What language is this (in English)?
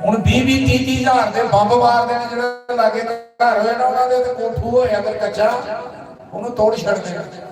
Dogri